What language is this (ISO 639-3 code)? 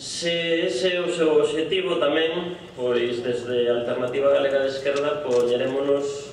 glg